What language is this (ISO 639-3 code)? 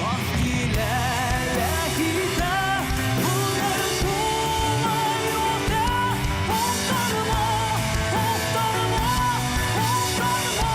bak